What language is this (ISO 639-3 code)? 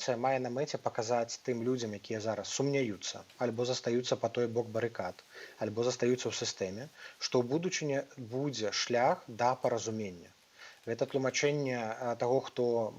bel